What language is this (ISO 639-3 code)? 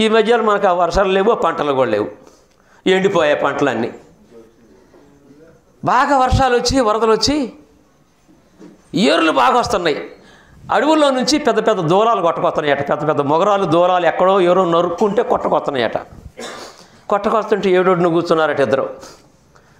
tel